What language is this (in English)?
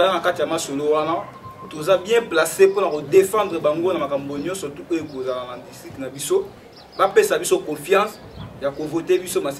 Lingala